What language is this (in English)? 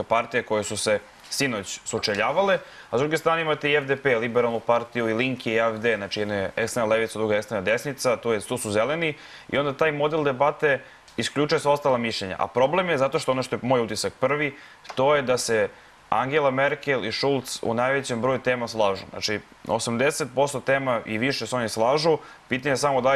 Serbian